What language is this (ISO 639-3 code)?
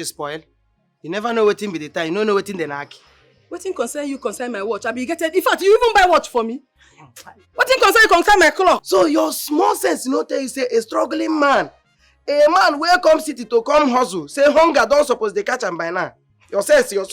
pcm